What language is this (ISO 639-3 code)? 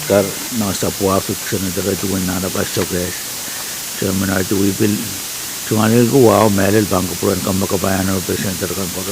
pon